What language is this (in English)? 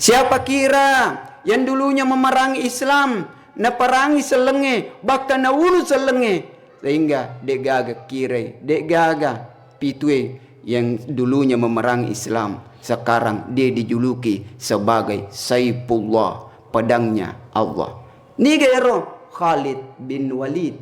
Buginese